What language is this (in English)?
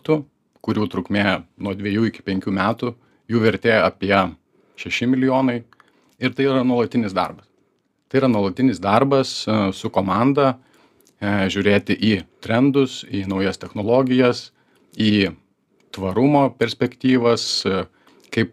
Lithuanian